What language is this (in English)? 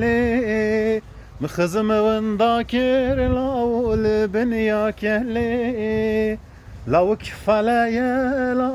Kurdish